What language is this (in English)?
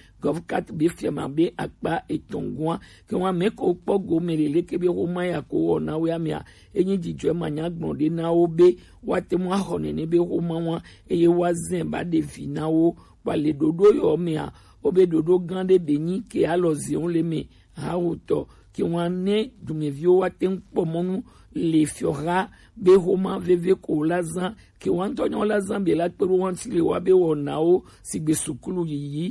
Gen